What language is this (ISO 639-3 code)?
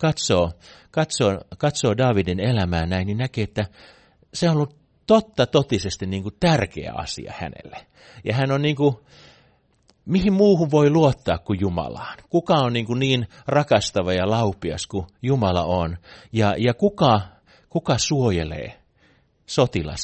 fin